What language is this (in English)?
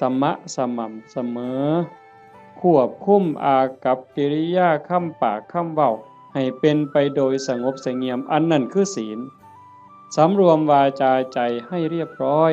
Northeastern Thai